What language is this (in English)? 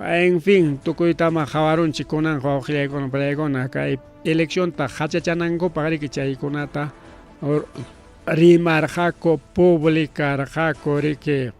Ayacucho Quechua